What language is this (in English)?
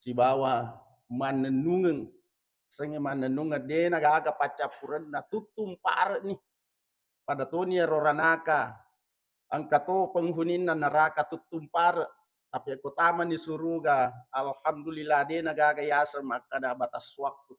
Buginese